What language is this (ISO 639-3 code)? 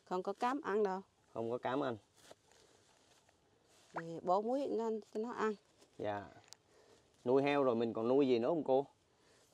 vie